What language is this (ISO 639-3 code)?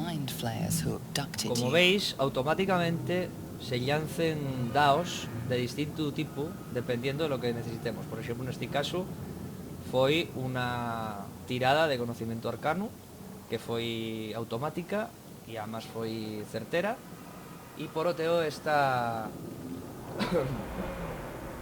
ast